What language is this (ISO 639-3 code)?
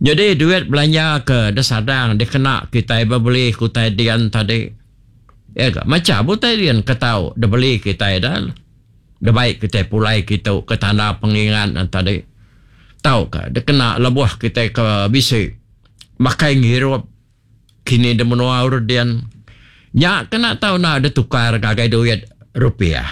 iba